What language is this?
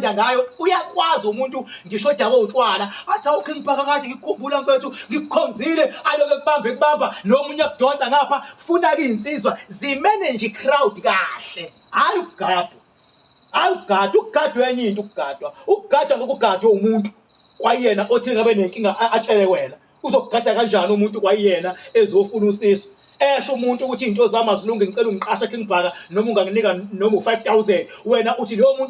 Zulu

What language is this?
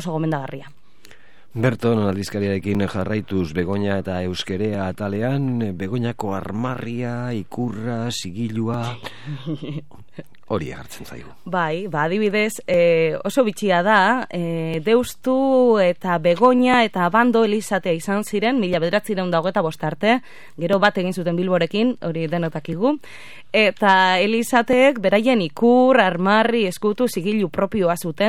Basque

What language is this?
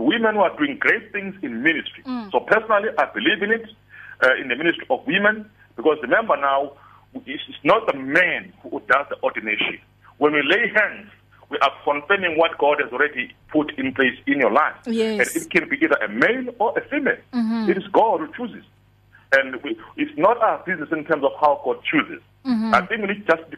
English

